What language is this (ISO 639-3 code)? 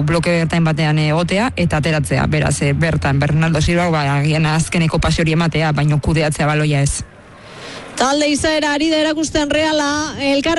eus